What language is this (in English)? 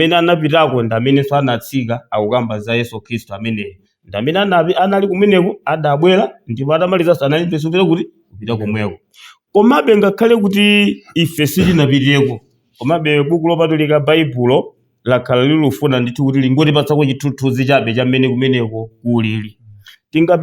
Nyanja